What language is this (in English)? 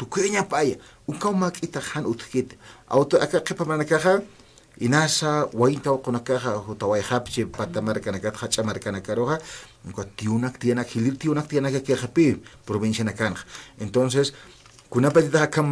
Aymara